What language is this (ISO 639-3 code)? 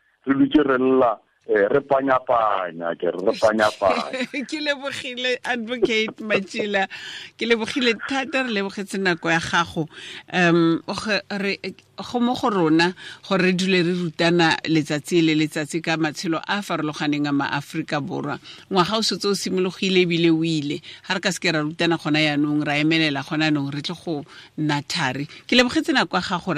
tsn